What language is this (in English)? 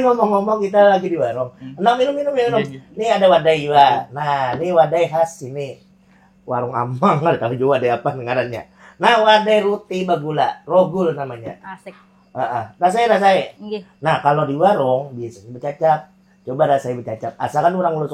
Banjar